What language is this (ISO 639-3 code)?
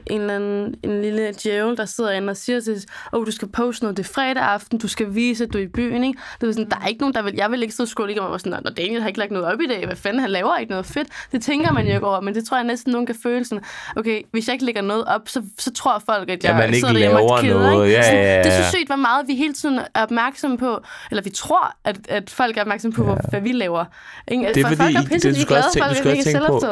dan